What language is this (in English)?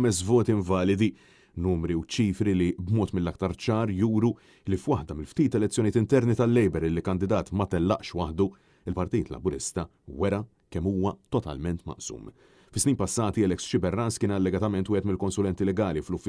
Maltese